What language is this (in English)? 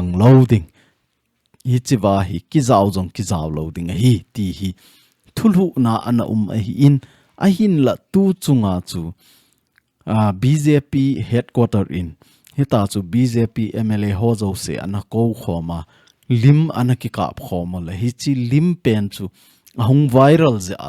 Thado Chin